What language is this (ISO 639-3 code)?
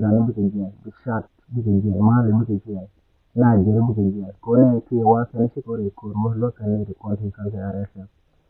nus